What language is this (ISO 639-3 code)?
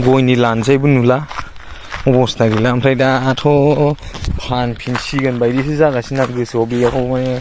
brx